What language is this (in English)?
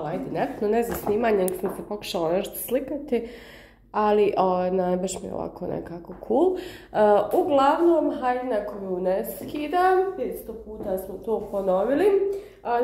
Croatian